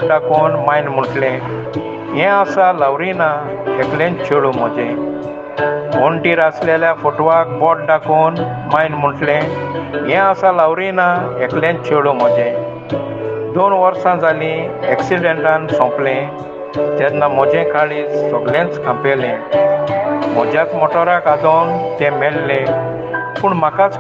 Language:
Konkani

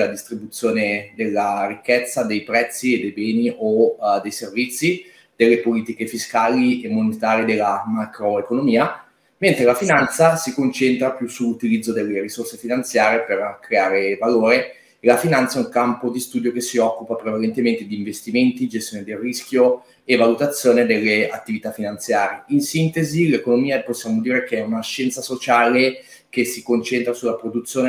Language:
Italian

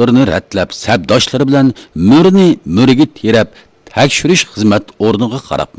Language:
Uyghur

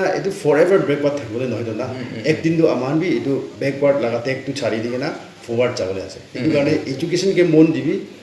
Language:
Naga Pidgin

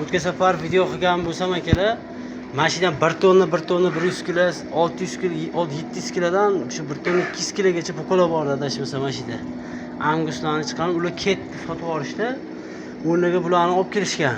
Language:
Uzbek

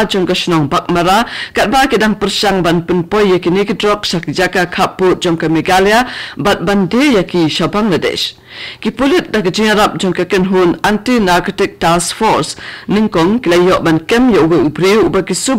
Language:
Khasi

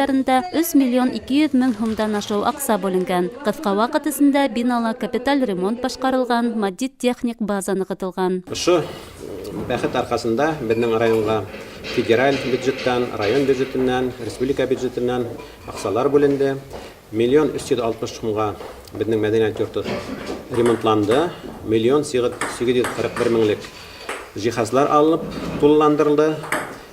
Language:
Bashkir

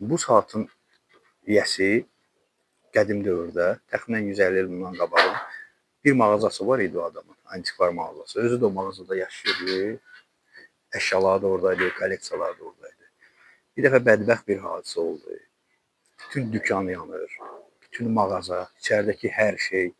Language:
Azerbaijani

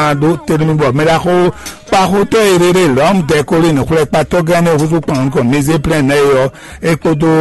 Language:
Fon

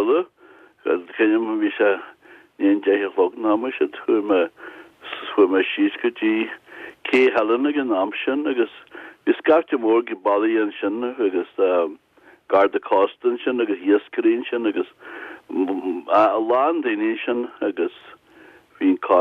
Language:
Irish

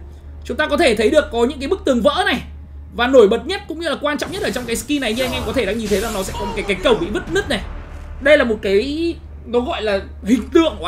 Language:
Vietnamese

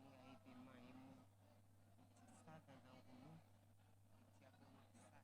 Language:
Baoulé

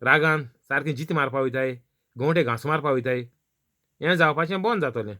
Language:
Konkani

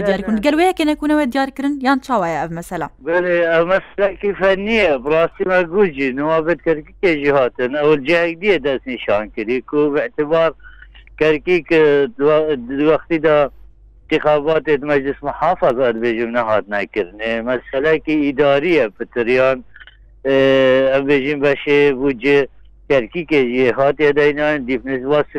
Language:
Kurdish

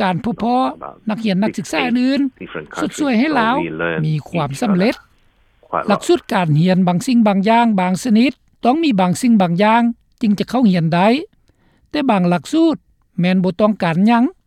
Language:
Lao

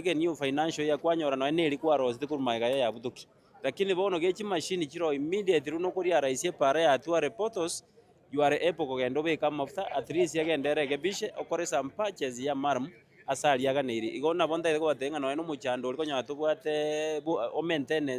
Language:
Gusii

